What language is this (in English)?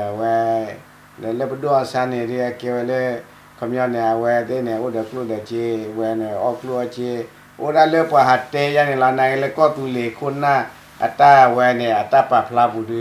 S'gaw Karen